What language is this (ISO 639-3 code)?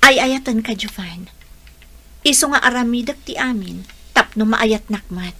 ilo